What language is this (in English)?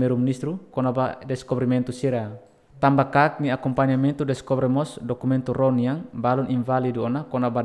Tetum